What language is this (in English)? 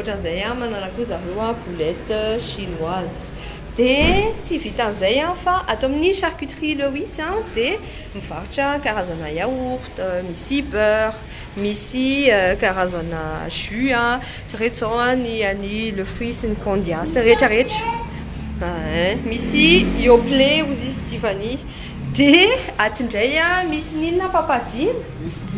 Malagasy